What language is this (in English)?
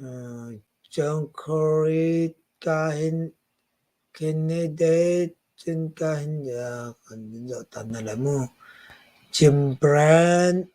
Hakha Chin